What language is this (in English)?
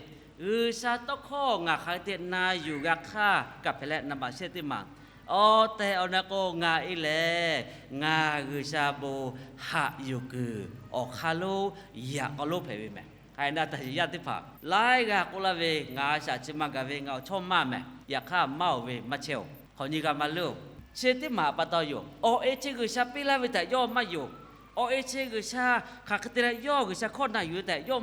Lahu